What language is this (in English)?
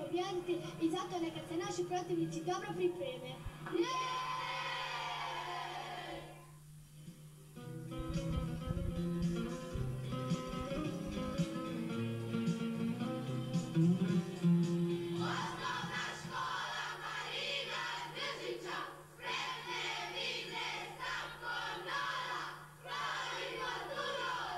Croatian